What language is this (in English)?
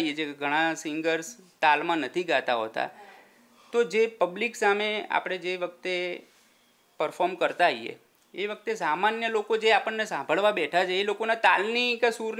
Gujarati